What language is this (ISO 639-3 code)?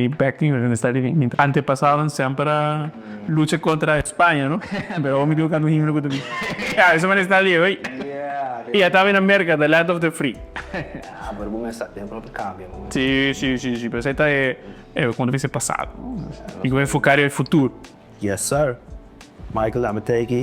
pap